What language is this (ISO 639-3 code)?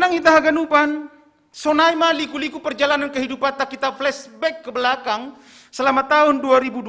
bts